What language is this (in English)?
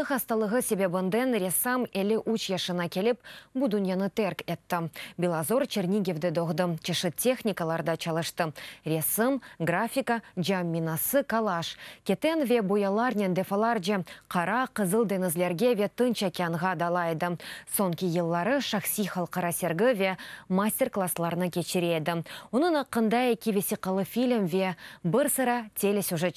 Crimean Tatar